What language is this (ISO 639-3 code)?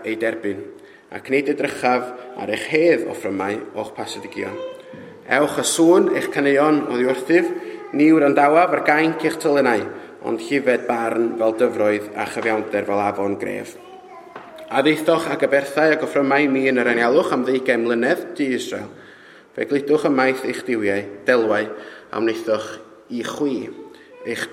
cym